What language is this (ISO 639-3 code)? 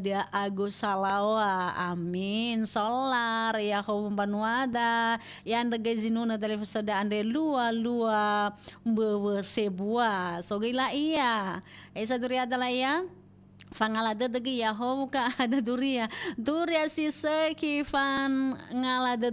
nia